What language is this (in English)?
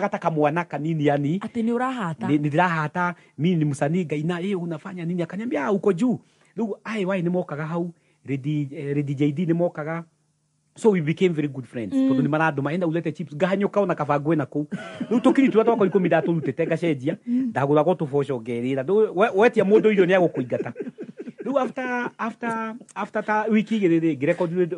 Kikuyu